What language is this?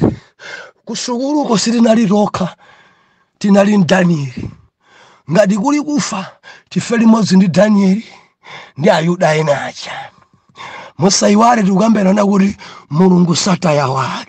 Nyanja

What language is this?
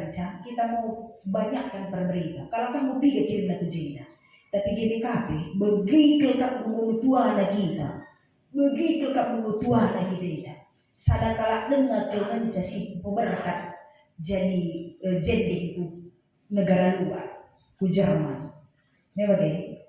Batak Karo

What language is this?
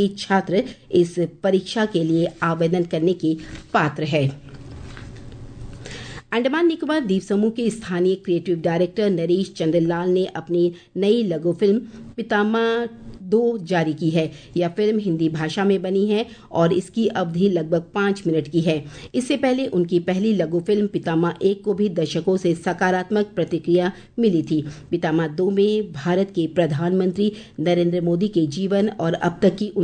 Hindi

